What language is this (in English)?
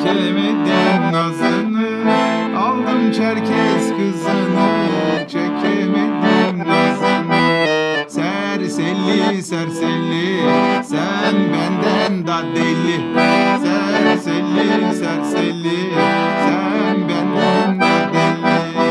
Gagauz